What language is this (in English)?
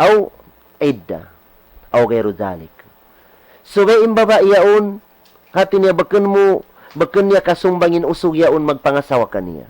Tausug